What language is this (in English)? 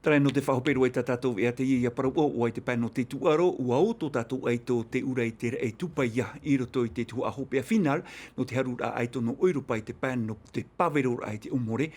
Tahitian